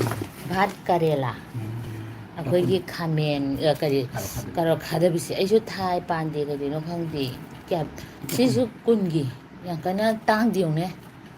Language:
Manipuri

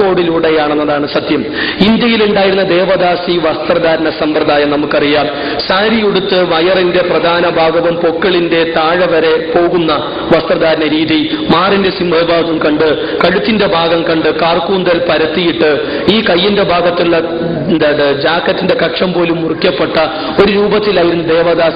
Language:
Malayalam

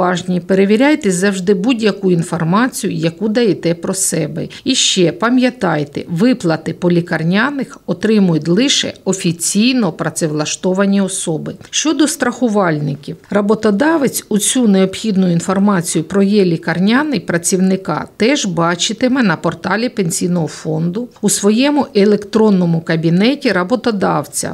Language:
Ukrainian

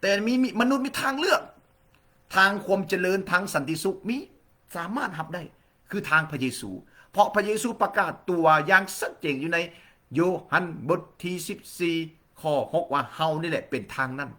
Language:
Lao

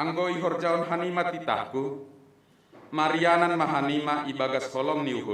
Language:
Batak Simalungun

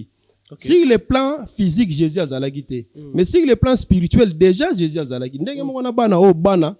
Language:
Lingala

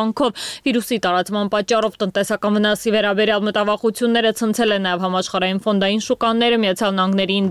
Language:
Armenian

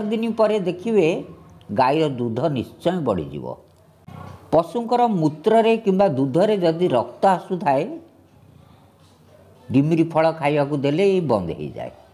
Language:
Odia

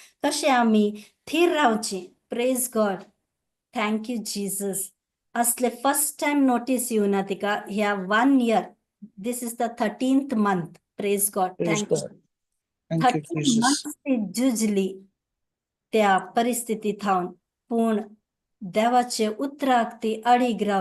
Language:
Konkani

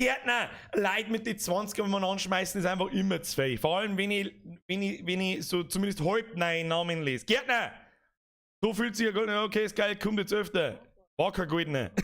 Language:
Bavarian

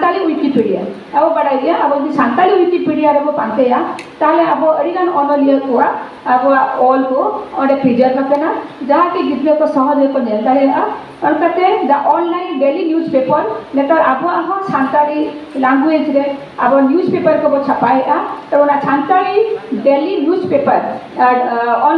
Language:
Santali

